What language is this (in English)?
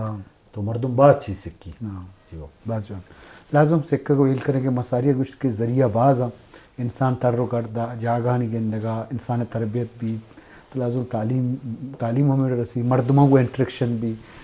Baluchi